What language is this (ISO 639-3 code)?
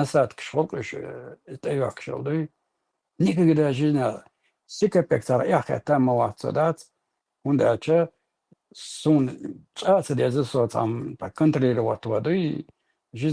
che